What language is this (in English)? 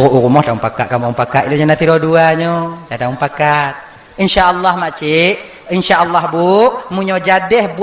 Achinese